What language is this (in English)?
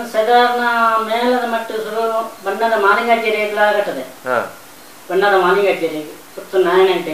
Tulu